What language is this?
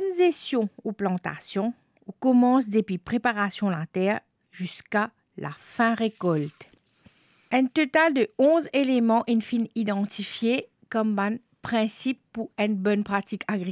Morisyen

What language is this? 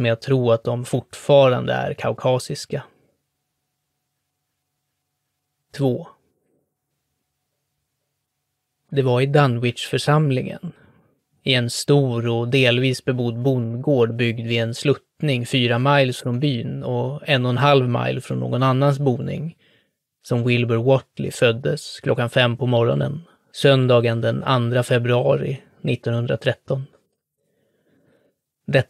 Swedish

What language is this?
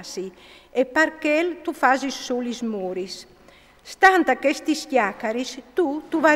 Friulian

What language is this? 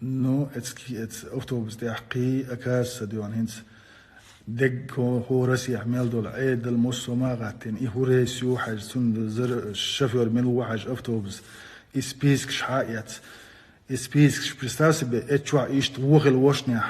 Chechen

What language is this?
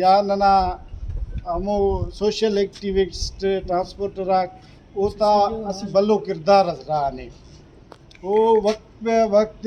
Brahui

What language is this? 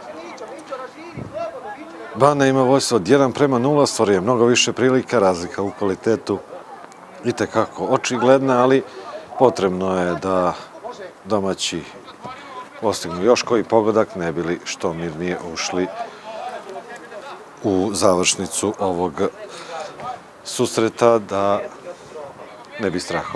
Serbian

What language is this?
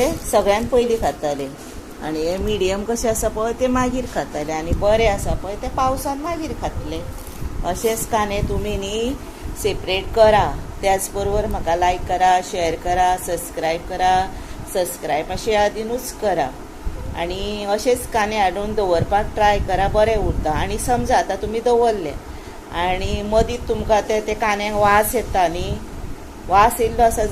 Konkani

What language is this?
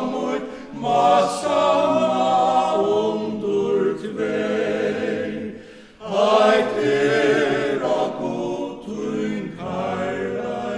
Faroese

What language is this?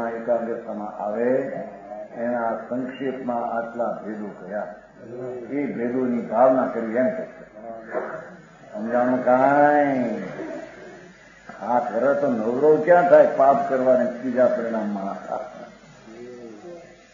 Gujarati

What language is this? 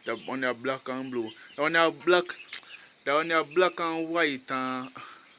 Jamaican Creole English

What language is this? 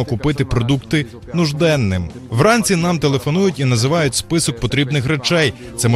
Ukrainian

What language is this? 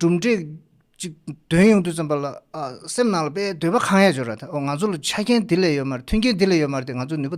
Tibetan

